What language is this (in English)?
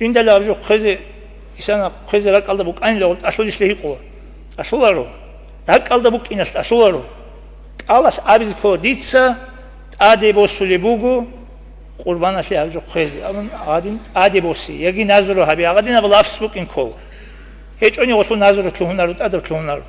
Avaric